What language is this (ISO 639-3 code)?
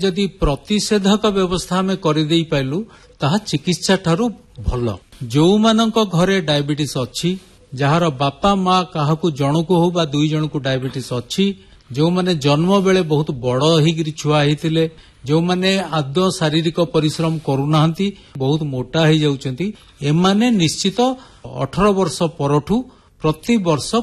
ori